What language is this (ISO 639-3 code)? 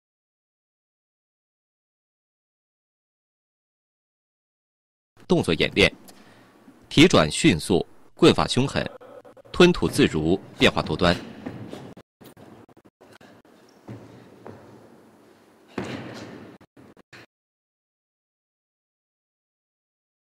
zho